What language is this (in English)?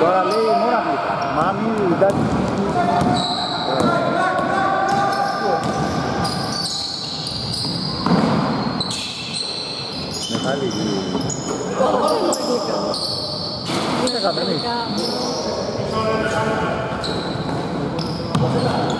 Greek